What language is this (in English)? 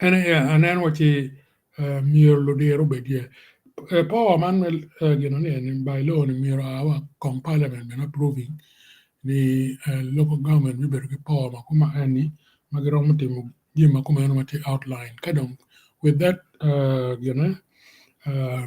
Acoli